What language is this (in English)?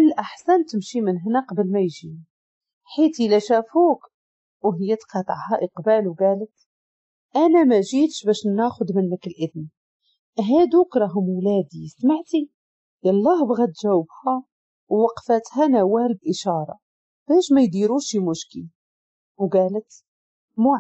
Moroccan Arabic